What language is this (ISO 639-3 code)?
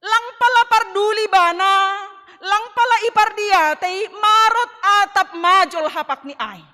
bts